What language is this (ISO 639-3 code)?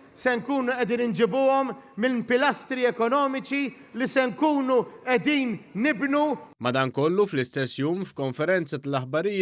mlt